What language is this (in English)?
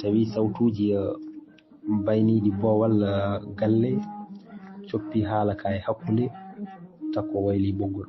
Fula